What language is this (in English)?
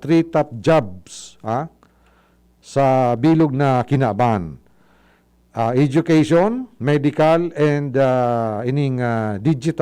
Bikol